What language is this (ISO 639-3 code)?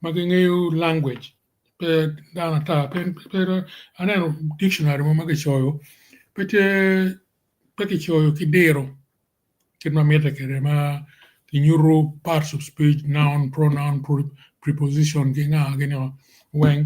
ach